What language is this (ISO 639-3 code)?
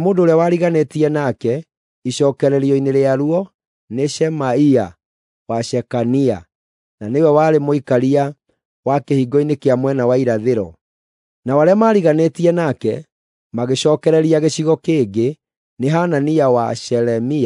kik